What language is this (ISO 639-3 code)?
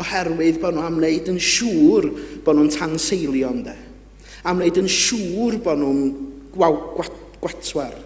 cym